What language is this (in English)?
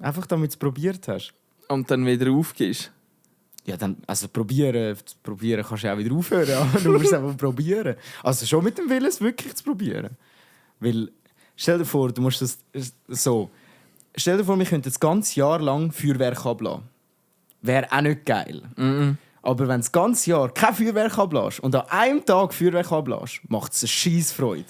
Swiss German